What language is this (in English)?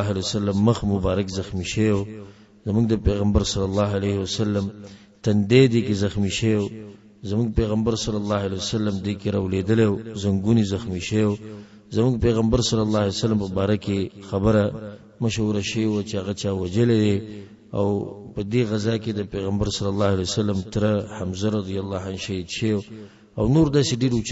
Pashto